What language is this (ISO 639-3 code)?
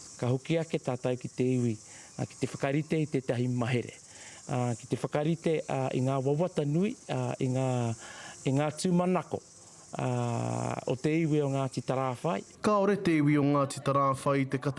mri